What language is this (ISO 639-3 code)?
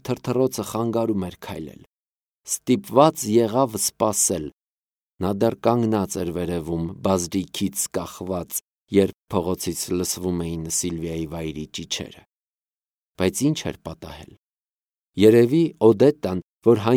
hye